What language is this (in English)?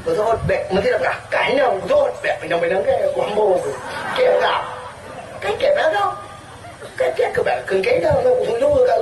Achinese